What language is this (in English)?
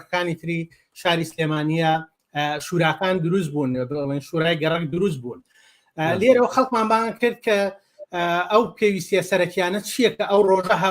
Central Kurdish